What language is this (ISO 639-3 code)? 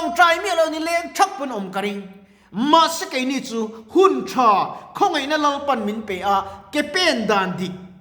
lus